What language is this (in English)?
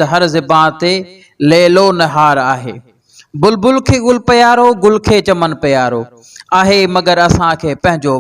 Sindhi